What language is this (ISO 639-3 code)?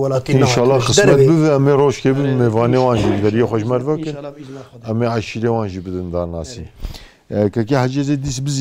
kur